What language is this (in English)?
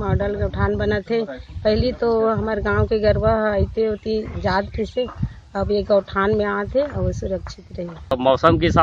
Chhattisgarhi